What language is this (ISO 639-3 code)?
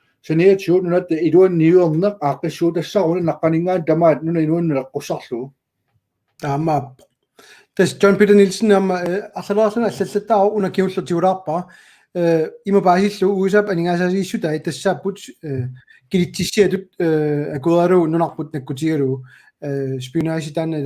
kal